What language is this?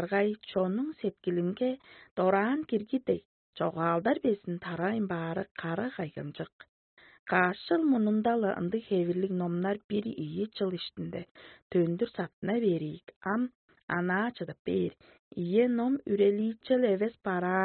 Tuvinian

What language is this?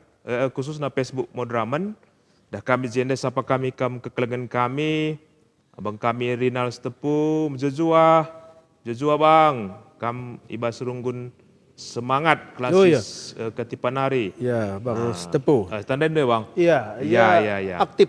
Batak Karo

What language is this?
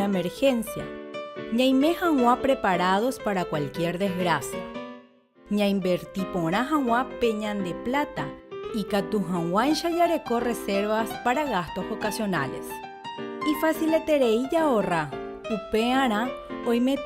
Guarani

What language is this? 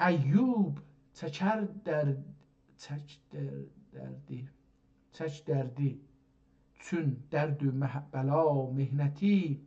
South Azerbaijani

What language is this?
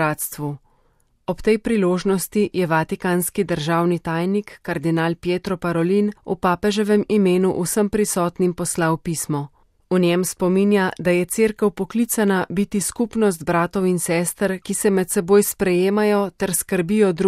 Slovenian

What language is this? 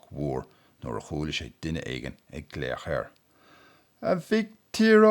Irish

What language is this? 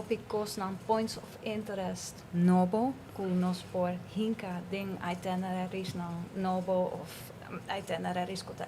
Papiamento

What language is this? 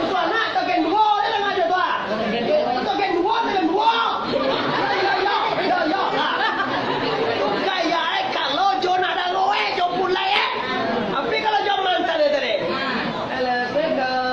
Minangkabau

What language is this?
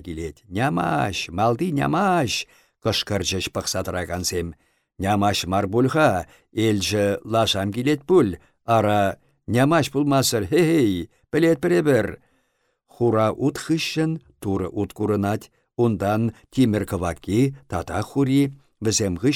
Chuvash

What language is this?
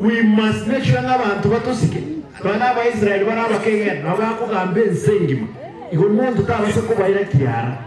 Gusii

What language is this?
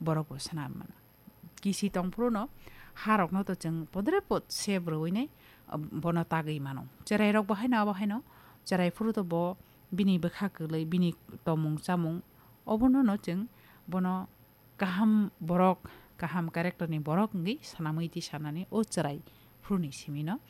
Kok Borok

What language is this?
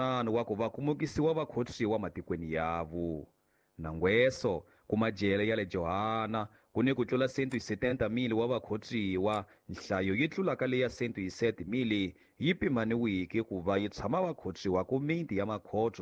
Tsonga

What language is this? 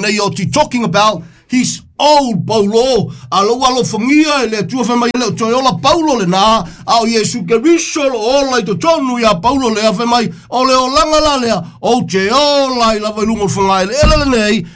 Samoan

